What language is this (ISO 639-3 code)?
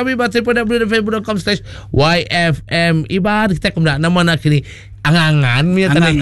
iba